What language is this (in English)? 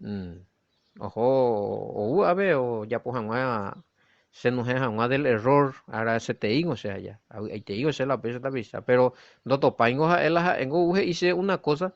Guarani